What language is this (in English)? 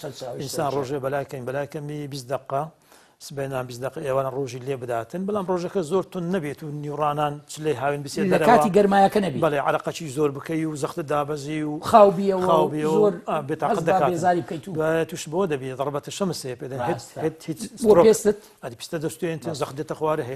Central Kurdish